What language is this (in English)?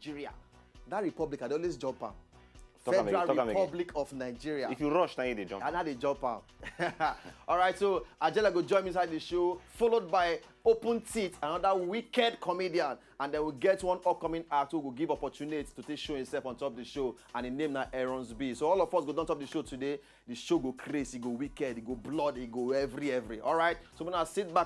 Nigerian Pidgin